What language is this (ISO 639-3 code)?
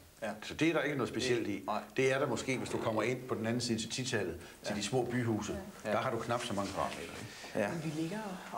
dan